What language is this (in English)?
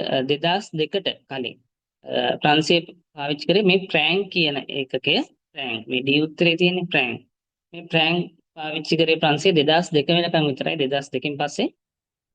Sinhala